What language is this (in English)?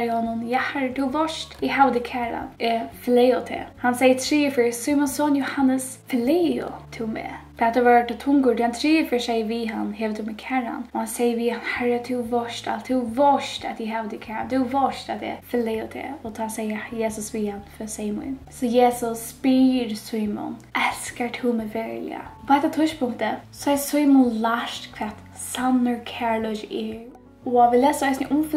Faroese